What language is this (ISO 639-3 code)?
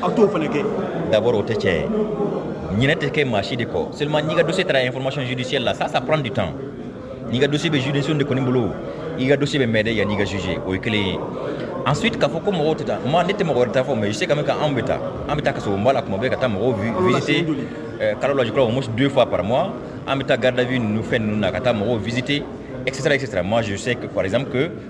man